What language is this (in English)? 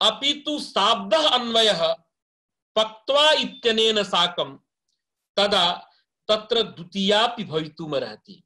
Sanskrit